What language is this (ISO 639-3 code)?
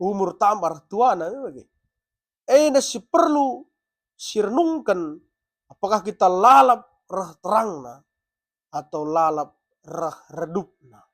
btx